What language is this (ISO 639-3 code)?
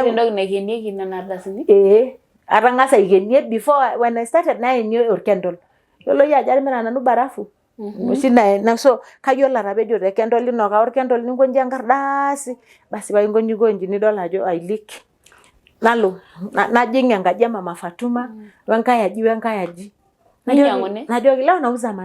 mas